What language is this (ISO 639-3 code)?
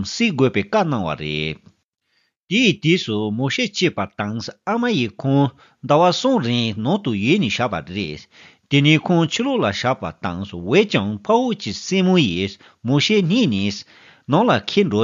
bod